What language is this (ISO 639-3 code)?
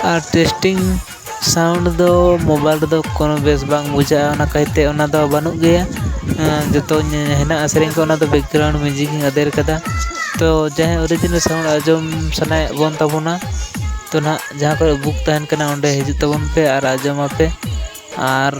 sat